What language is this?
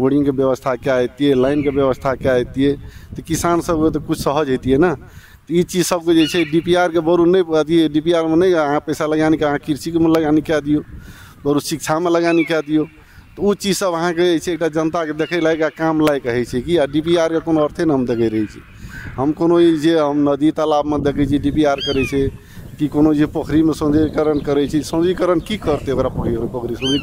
Maithili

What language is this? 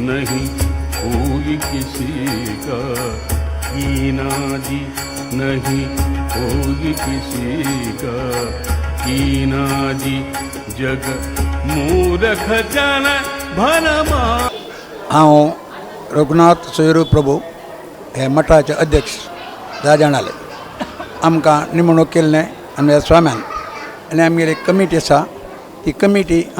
Konkani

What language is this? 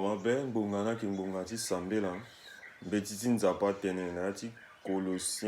Sango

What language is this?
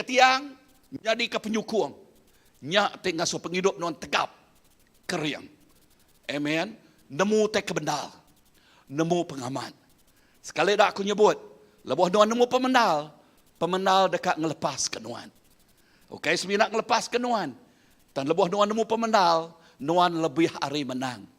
Iban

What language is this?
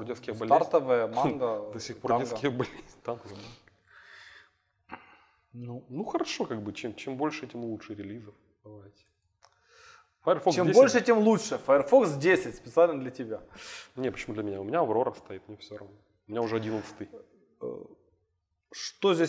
Russian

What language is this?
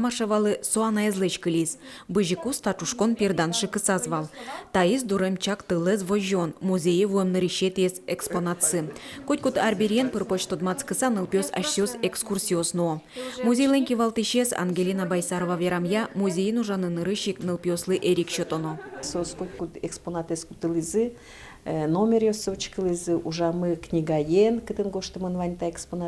Udmurt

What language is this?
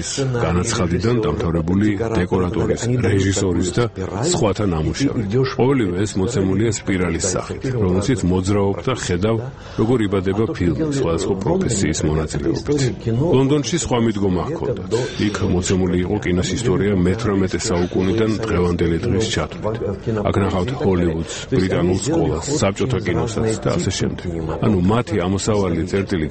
Georgian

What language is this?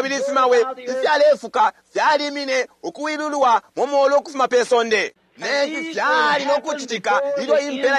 Bemba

